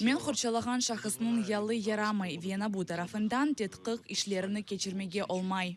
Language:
Crimean Tatar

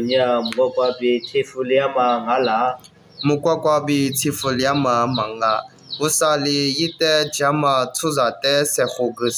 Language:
Lisu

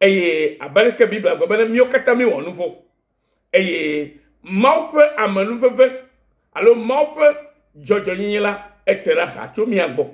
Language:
Ewe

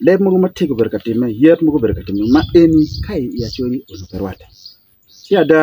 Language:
Acoli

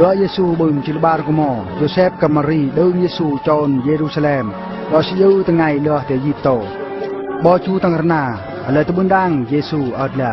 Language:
Eastern Bru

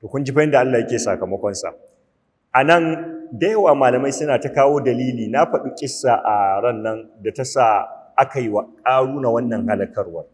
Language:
Hausa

